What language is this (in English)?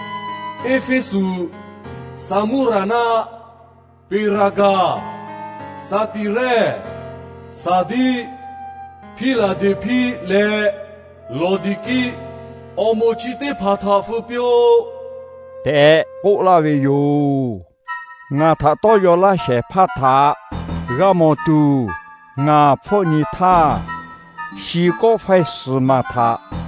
Lahu